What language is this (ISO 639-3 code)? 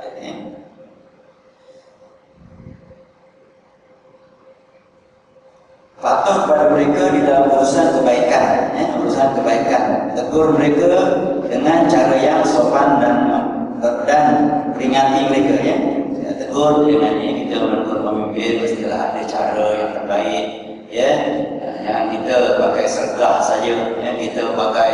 msa